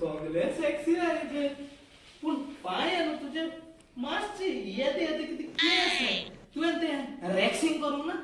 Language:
Konkani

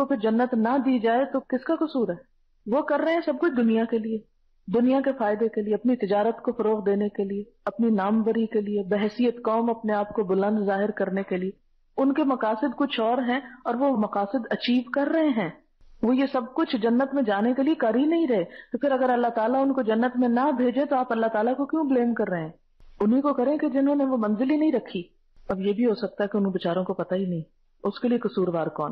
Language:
Urdu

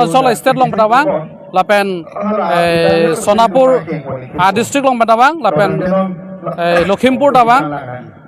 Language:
Karbi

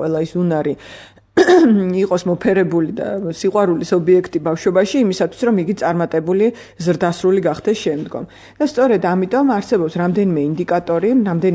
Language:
Georgian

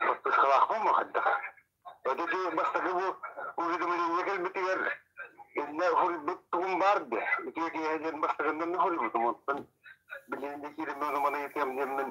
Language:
Yakut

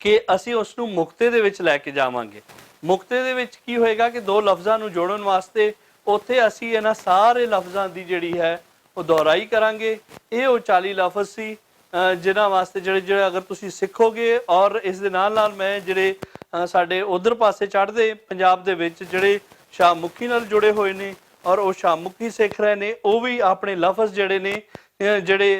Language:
Western Panjabi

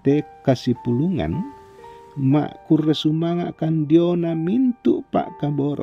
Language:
Toraja-Sa'dan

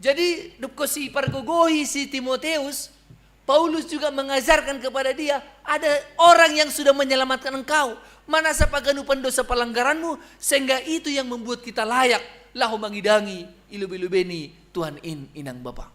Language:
Batak Simalungun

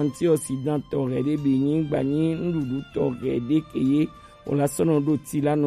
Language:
Gen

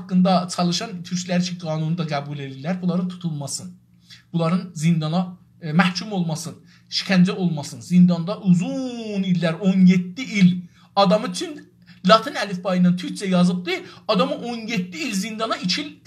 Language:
South Azerbaijani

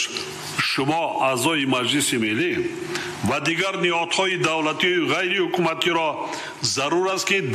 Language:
Tajik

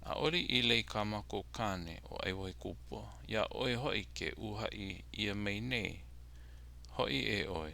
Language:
Hawaiian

